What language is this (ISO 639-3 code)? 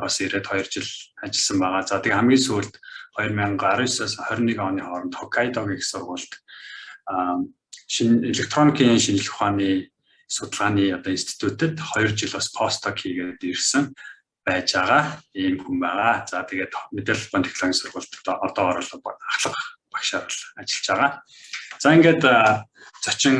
mon